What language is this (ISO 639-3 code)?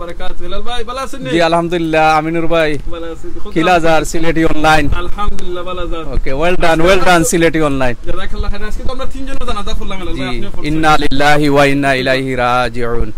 syl